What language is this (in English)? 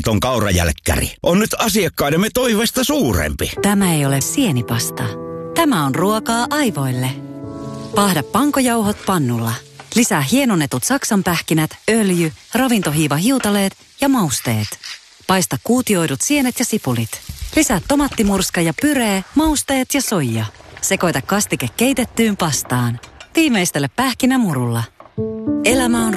Finnish